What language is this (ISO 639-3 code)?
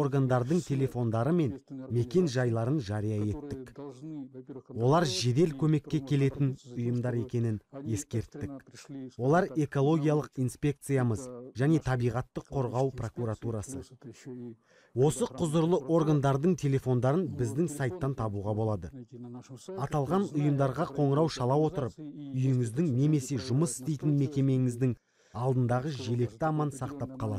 kaz